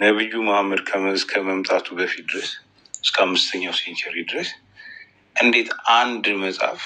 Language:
Amharic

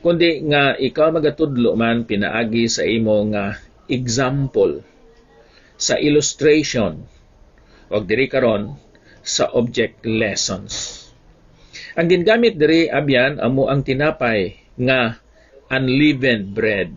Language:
Hiligaynon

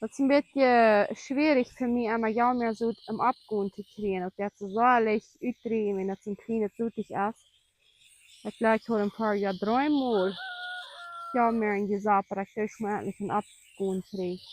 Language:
Plautdietsch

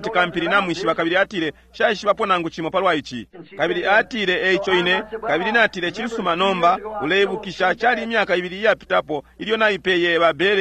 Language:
Bemba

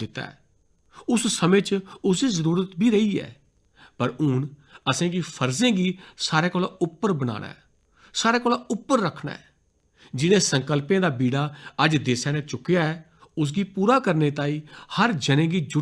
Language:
Dogri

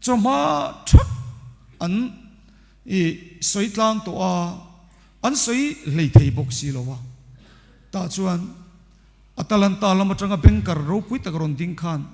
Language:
Mizo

